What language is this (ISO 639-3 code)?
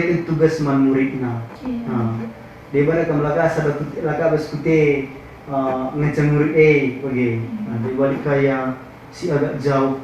btx